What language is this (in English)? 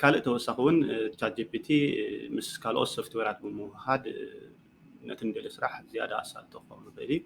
Tigrinya